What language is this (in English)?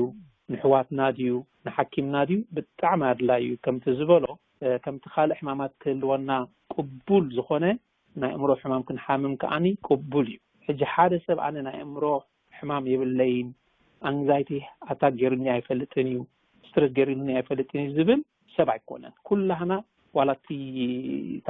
Tigrinya